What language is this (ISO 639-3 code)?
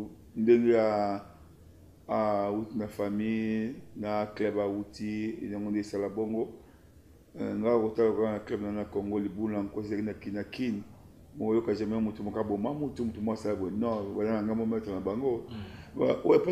lin